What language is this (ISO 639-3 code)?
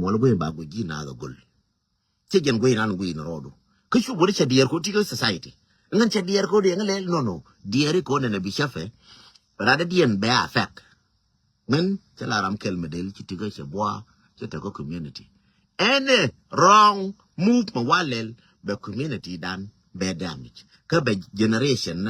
nus